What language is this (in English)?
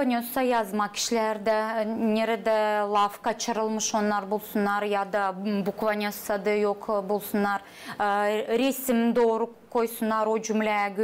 Gagauz